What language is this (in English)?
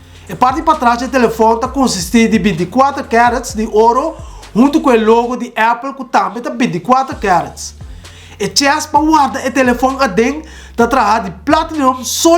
Papiamento